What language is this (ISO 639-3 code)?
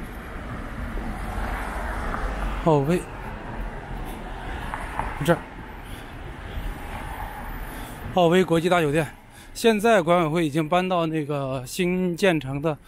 zho